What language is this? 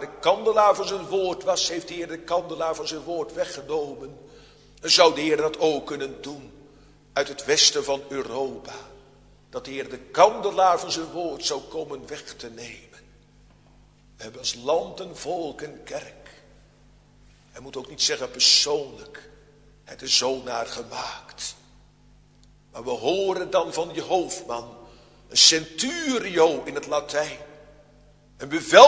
Dutch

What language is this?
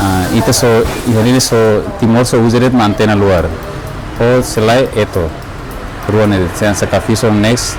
Tetum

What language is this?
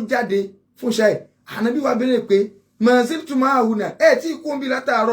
Yoruba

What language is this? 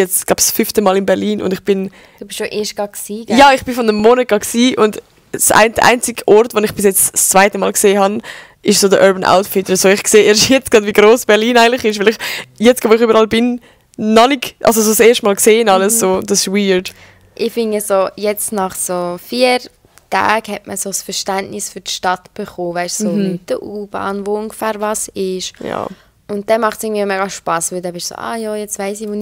Swiss German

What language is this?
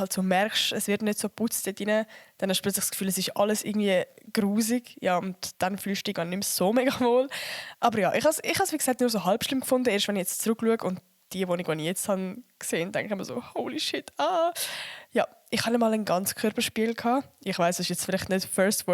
Swiss German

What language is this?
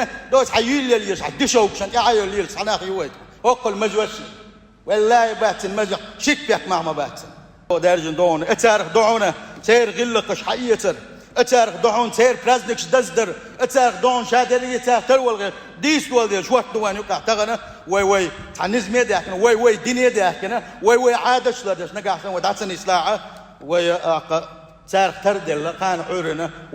Chechen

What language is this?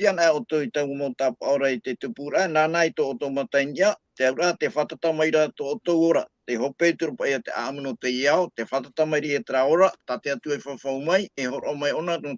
Tahitian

